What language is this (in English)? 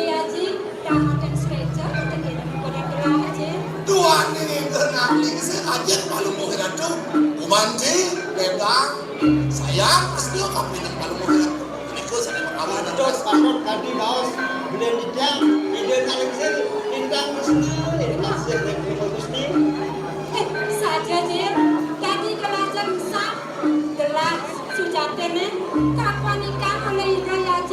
Balinese